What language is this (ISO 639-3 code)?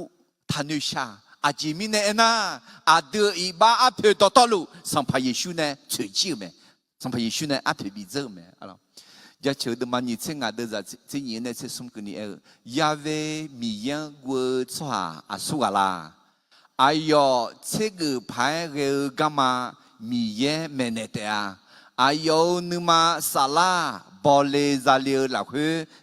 ahk